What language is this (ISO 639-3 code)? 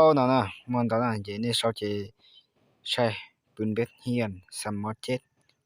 hmn